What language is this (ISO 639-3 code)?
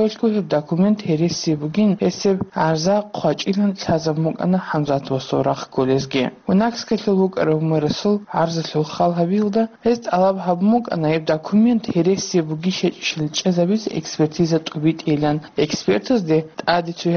ava